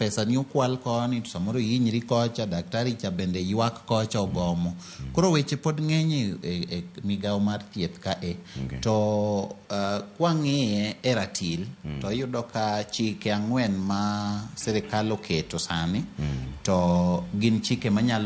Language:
Luo (Kenya and Tanzania)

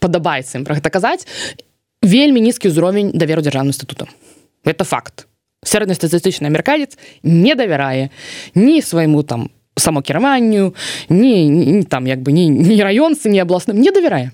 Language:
Belarusian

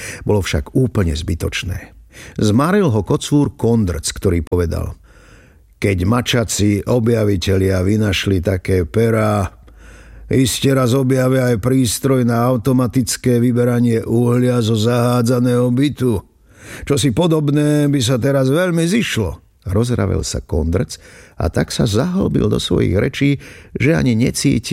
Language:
Slovak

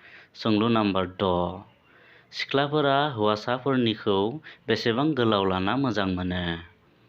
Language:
Bodo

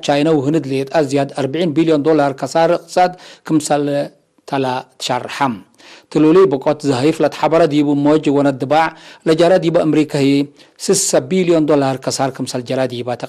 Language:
Tigre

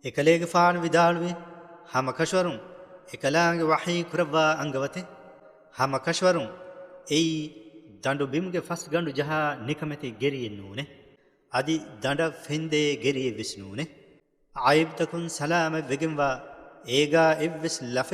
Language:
Divehi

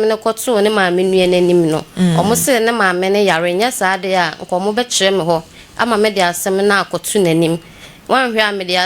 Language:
Akan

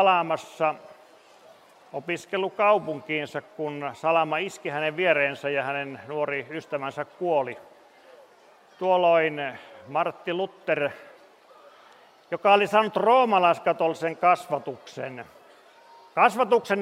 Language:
Finnish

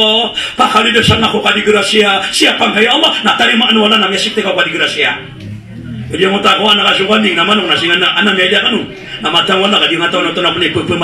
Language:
Maranao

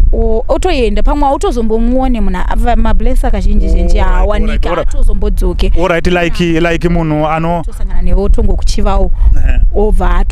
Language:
Shona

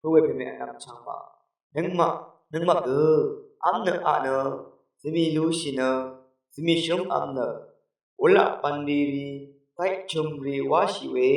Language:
Rawang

